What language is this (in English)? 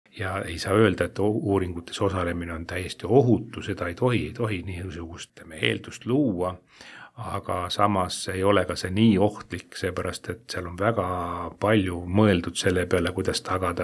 Estonian